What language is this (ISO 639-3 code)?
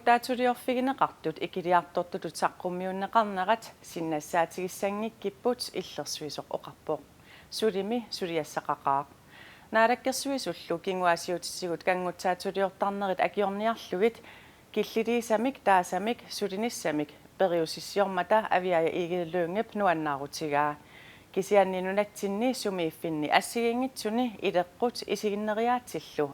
kal